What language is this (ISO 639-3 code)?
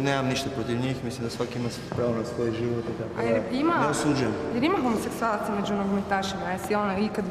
hrv